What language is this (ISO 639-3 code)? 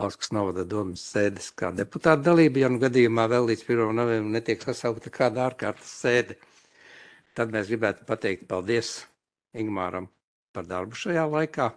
lav